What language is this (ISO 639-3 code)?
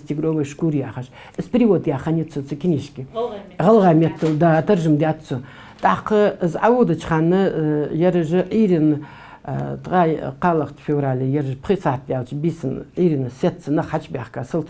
inh